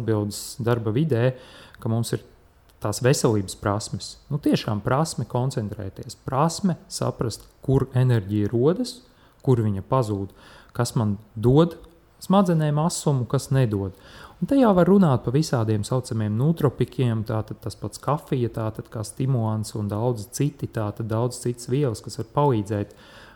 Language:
Latvian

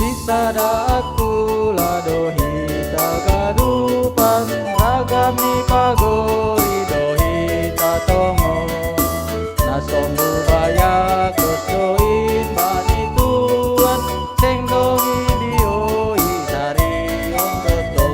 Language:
Batak Simalungun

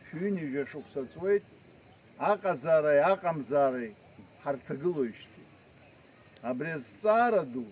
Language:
Abkhazian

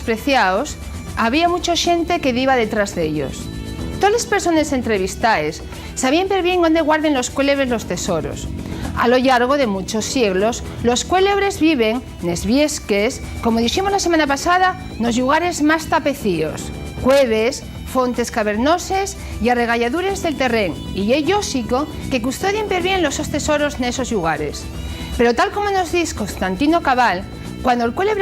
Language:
Asturian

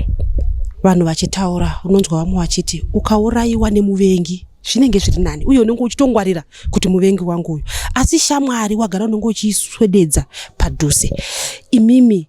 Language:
Shona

